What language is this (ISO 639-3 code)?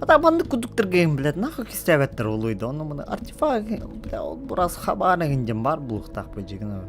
sah